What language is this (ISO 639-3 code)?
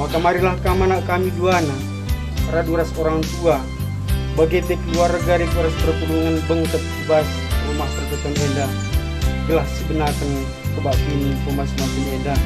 btx